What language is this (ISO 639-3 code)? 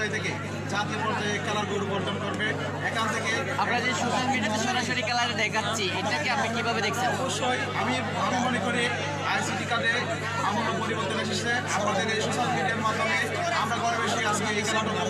ben